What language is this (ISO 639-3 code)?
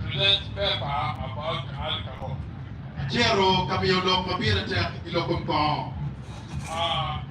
ach